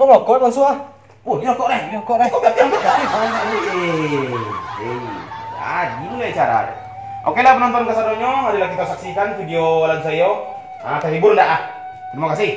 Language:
Minangkabau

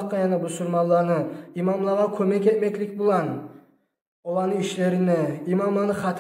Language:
Kumyk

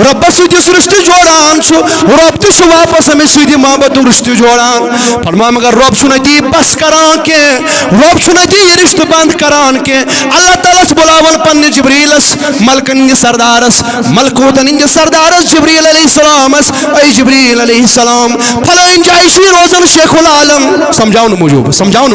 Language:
Kashmiri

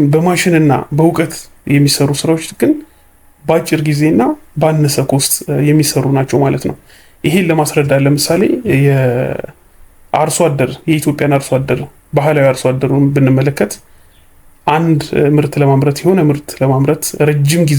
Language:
Amharic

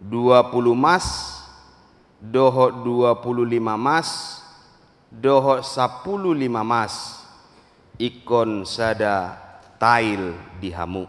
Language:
Batak Toba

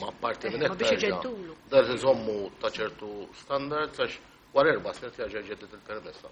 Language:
Maltese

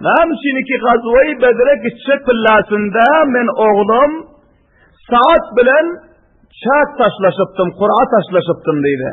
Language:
Turkmen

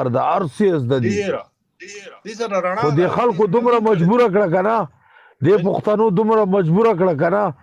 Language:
Pashto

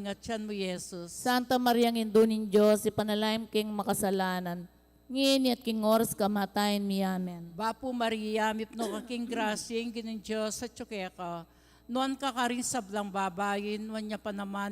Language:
Pampanga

